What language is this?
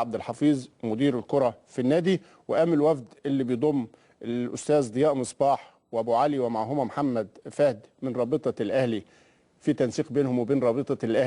Egyptian Arabic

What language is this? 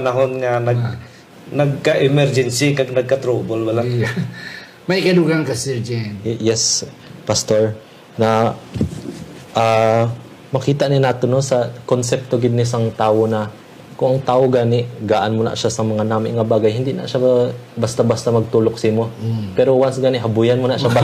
Hiligaynon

